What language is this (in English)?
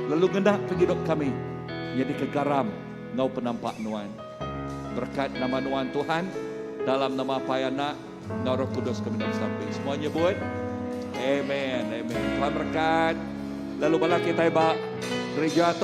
Iban